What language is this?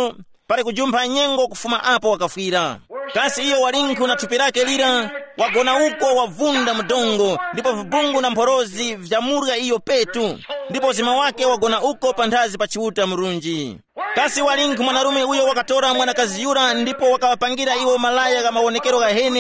Tumbuka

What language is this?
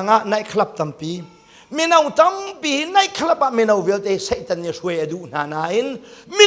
Hakha Chin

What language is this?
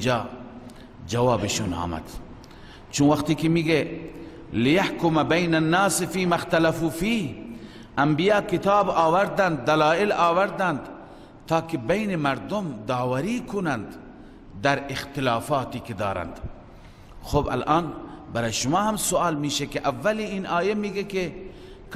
Persian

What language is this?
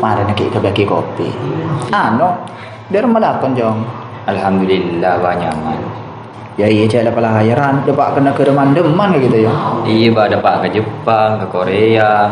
Madurese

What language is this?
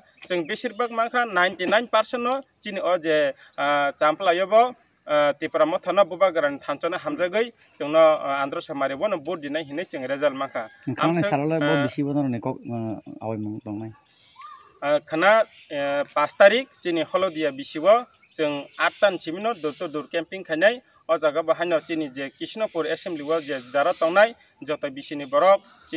Kok Borok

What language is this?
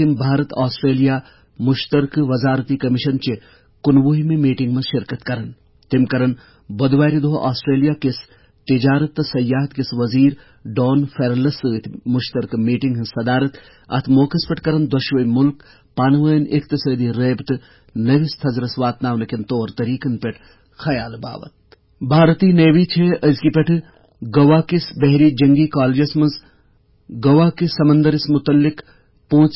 Kashmiri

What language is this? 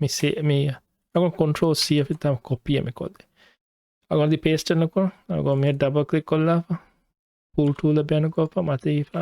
Divehi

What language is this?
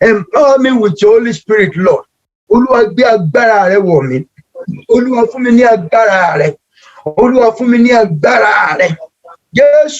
Yoruba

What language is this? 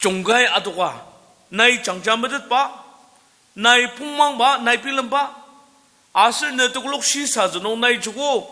Ao Naga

